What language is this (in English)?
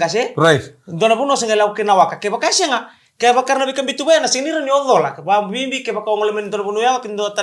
Fijian